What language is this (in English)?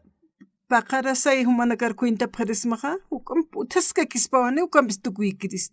Aymara